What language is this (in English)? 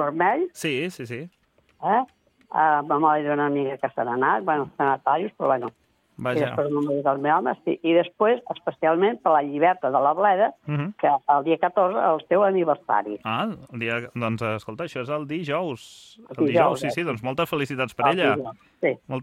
Catalan